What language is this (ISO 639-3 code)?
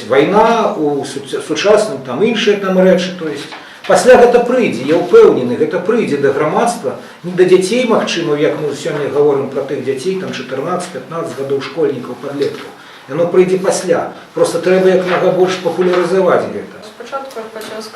bel